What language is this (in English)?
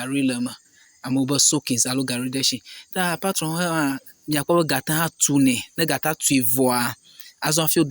Ewe